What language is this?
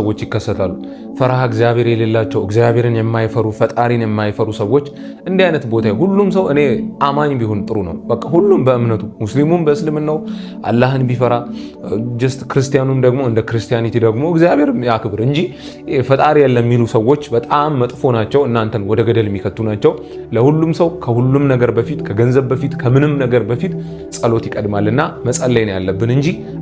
Amharic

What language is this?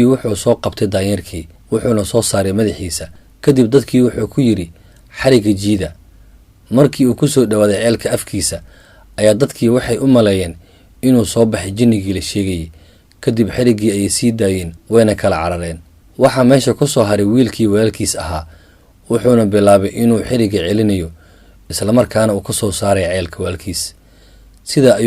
Somali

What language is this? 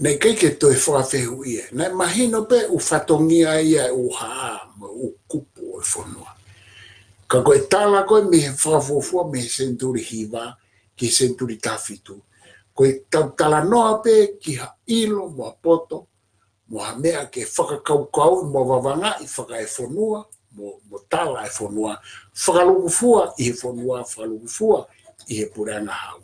Tongan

